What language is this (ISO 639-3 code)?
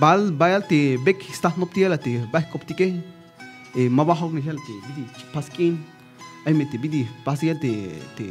tzh